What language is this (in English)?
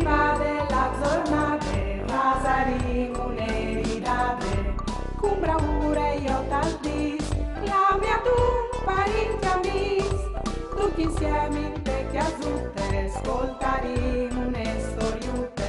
Friulian